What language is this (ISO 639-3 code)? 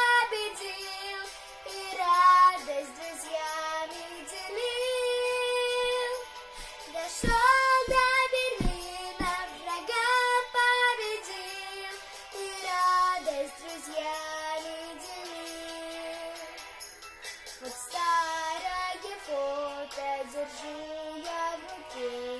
rus